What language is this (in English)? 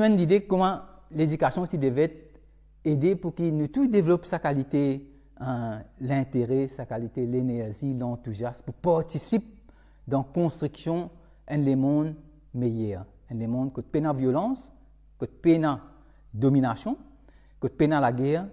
Morisyen